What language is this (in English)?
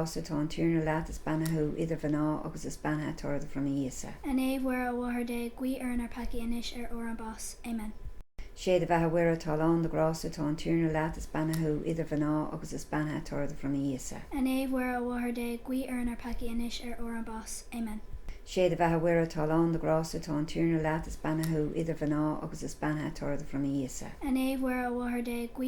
Irish